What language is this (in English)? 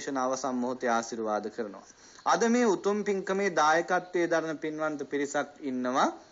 Sinhala